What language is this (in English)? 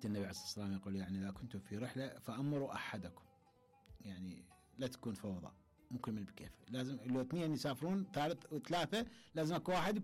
Mesopotamian Arabic